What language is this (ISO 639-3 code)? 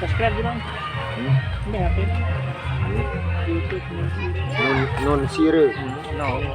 sas